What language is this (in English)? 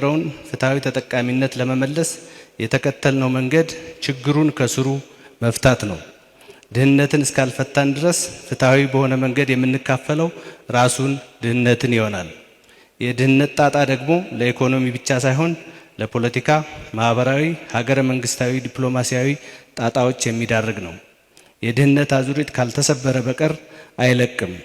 Amharic